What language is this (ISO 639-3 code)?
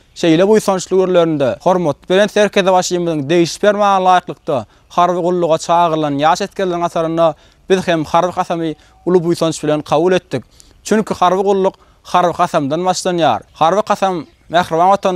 tuk